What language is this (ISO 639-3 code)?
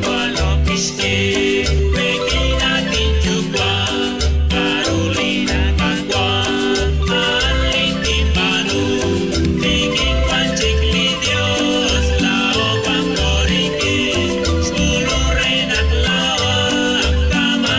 kek